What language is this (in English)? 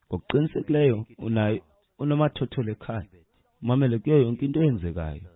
Xhosa